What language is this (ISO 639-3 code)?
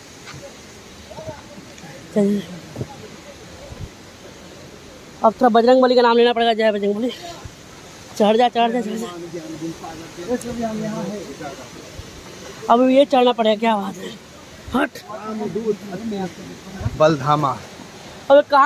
hin